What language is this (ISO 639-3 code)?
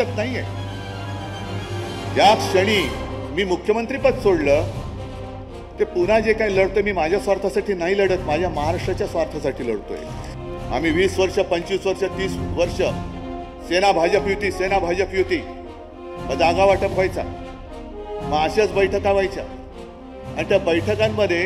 mar